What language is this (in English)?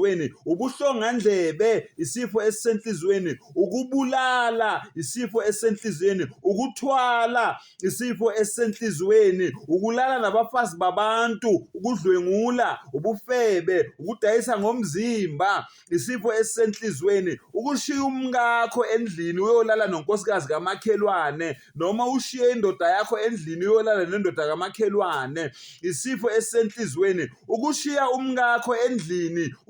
Zulu